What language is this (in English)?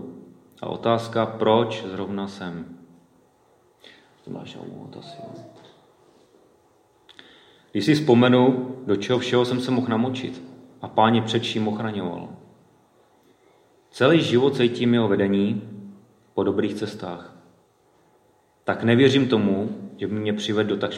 Czech